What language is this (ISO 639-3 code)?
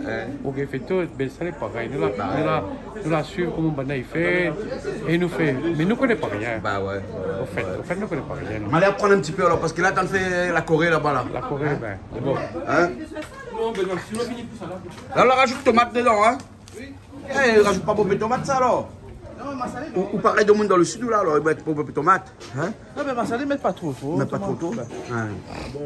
rcf